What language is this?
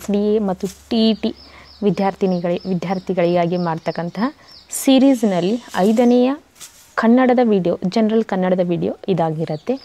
Kannada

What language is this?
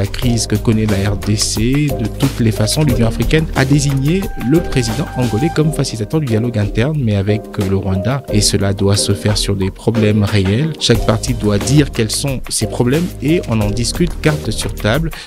French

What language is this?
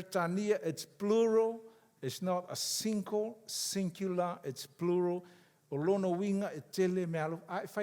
Samoan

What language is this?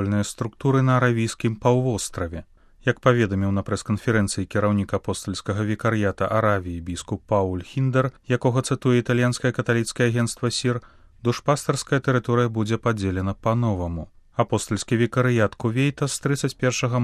Belarusian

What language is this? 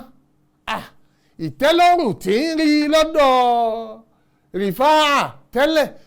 Yoruba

